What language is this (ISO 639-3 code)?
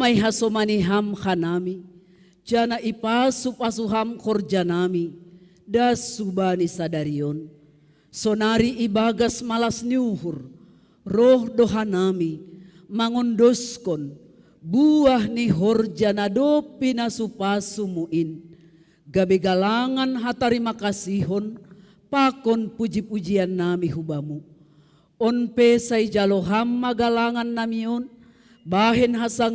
bts